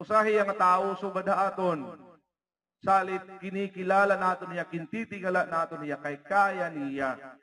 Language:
Waray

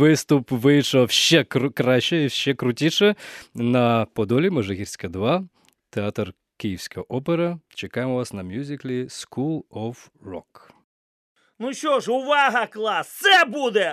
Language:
Ukrainian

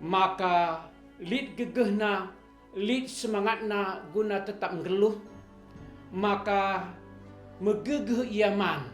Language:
Batak Karo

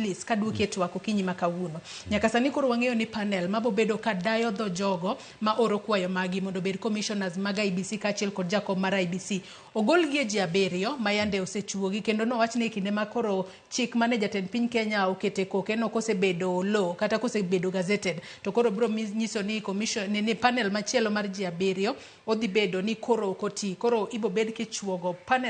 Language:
Luo (Kenya and Tanzania)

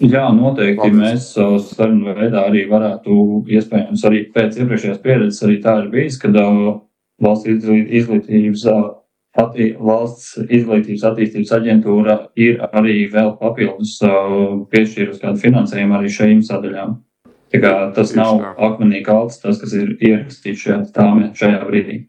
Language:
Latvian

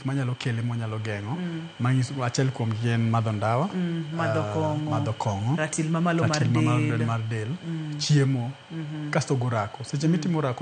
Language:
Luo (Kenya and Tanzania)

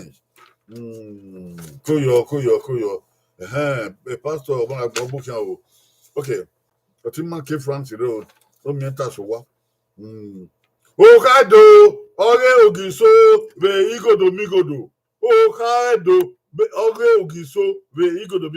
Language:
Bini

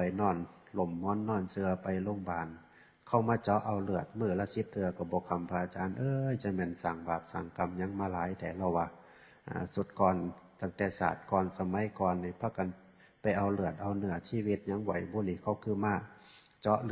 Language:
Northeastern Thai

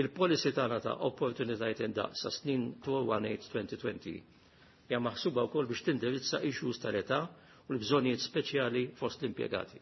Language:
Maltese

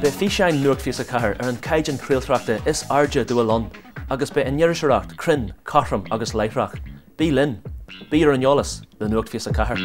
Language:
Irish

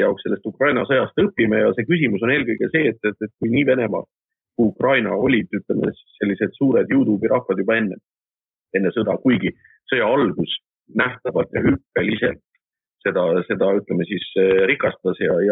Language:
Estonian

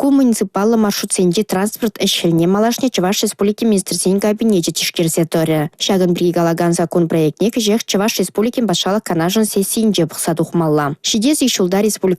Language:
Chuvash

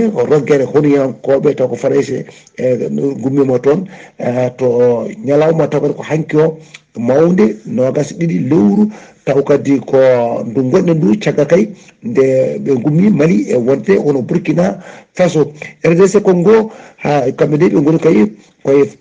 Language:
Fula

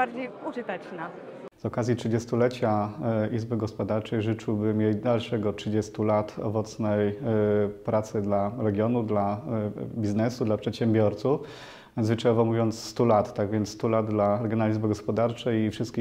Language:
Polish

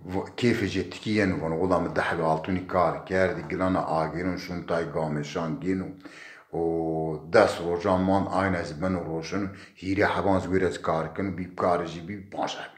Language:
Zaza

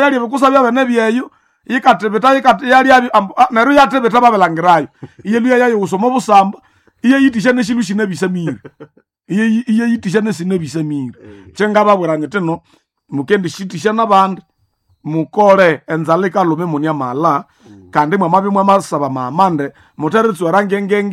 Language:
Nande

